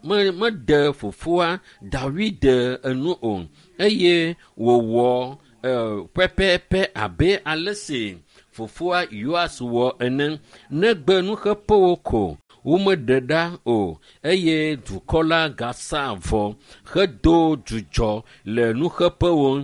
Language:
Ewe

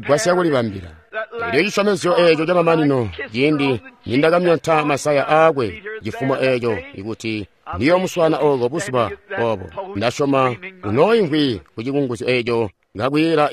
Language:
Tonga (Zambia)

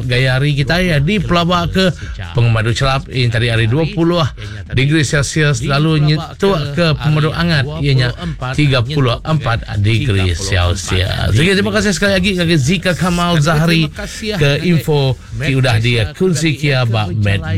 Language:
Iban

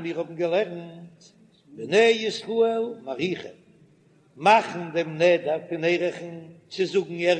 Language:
Yiddish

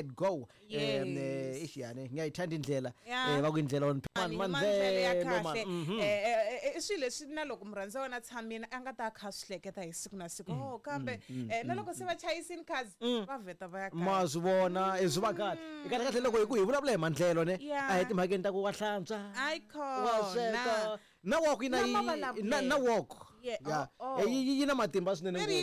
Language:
Tsonga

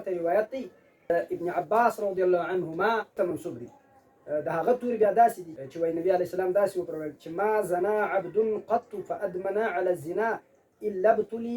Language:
Pashto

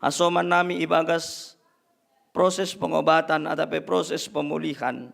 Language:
Batak Simalungun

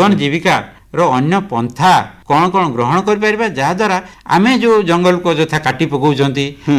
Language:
Odia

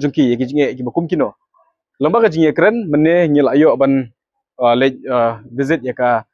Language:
Khasi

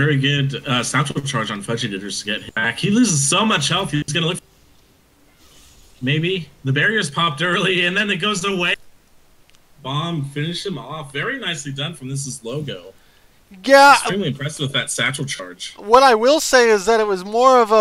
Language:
English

